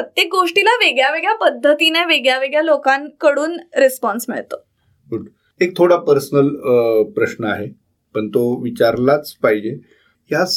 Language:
Marathi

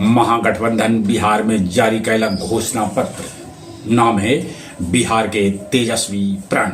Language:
Magahi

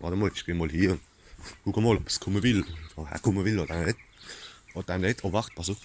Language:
Palatine German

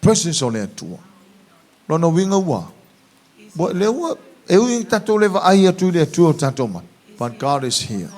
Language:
Samoan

